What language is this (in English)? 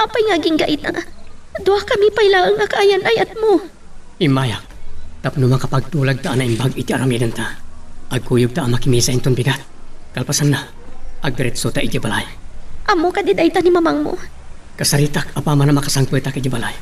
Iloko